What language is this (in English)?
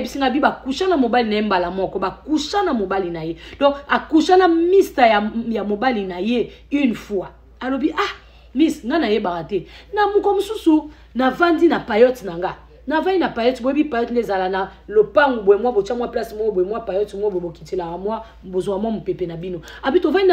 Lingala